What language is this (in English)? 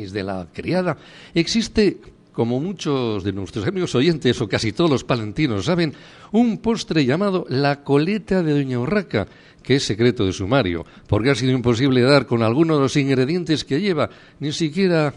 Spanish